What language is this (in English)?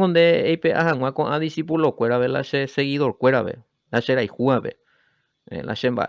Guarani